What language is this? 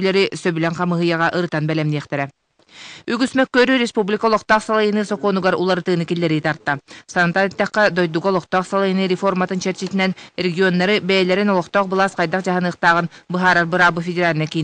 Yakut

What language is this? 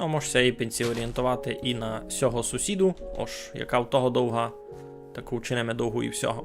Rusyn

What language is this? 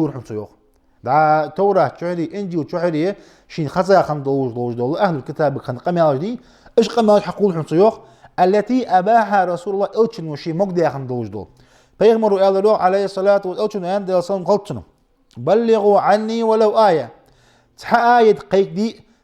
Ingush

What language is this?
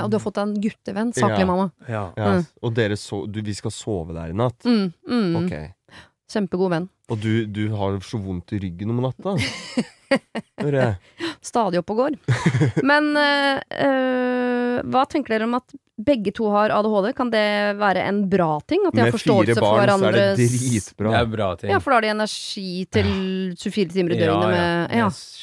Norwegian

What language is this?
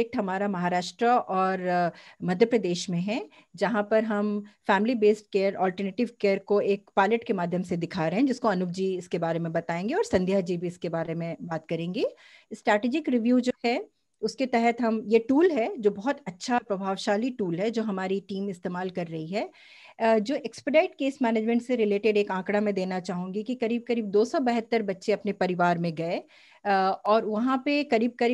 Hindi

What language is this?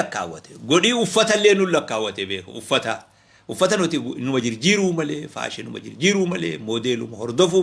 Oromo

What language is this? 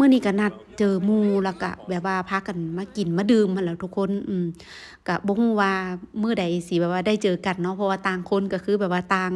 Lao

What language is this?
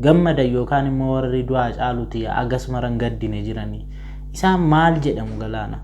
Oromo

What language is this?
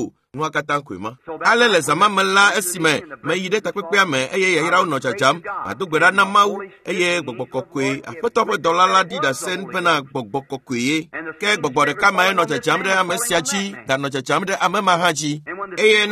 Ewe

